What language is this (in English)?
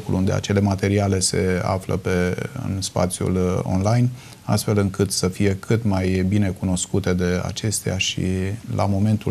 Romanian